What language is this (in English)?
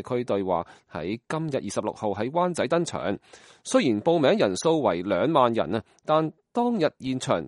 Cantonese